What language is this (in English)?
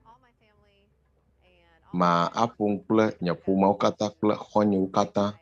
Ewe